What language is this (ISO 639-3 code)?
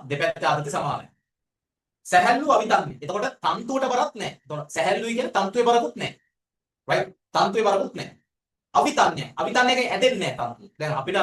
sin